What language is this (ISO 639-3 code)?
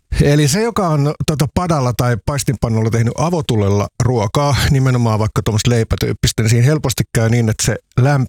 fin